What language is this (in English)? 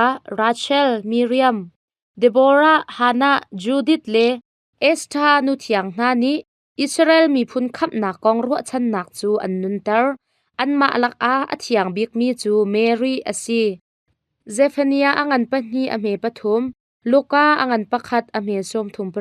Hakha Chin